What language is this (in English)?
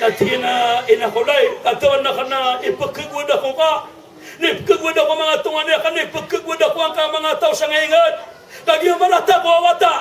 Maranao